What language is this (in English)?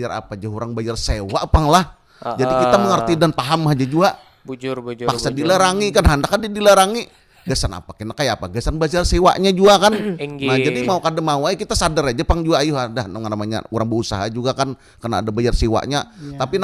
Banjar